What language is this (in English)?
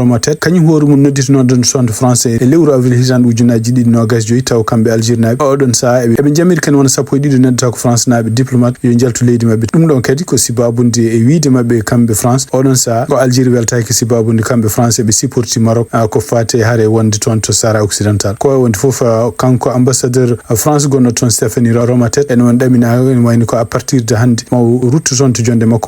Fula